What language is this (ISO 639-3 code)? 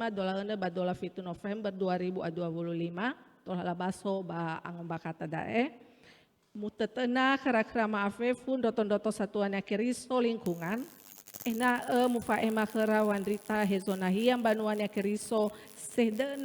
nia